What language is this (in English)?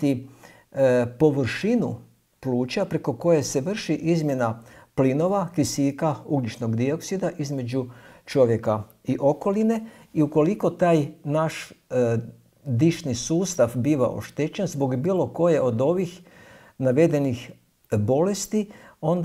Croatian